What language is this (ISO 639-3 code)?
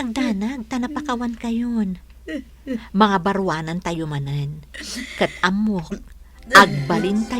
ilo